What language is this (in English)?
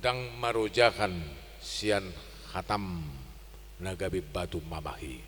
Batak Toba